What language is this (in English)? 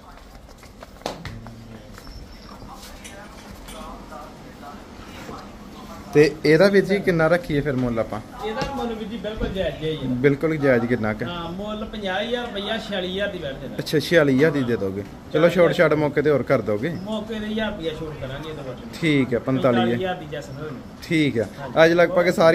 Punjabi